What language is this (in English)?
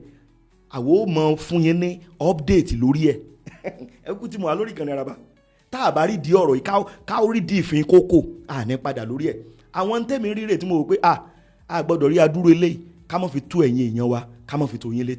Yoruba